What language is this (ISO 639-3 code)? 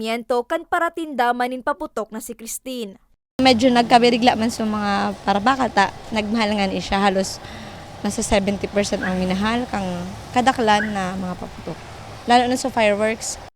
bik